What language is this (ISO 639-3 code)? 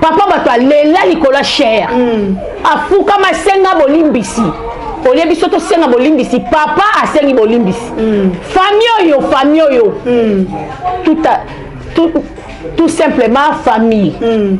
lin